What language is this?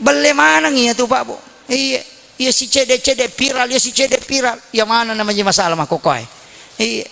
Buginese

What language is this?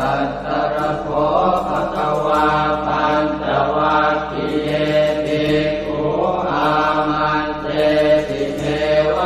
Pali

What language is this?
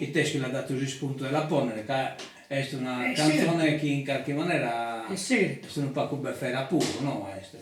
Sardinian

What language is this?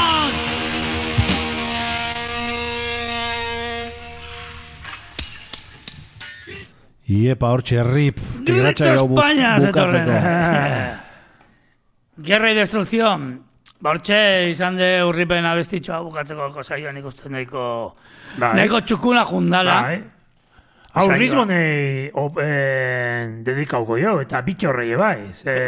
Basque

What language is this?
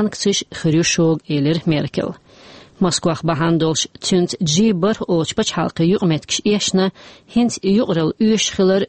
Chechen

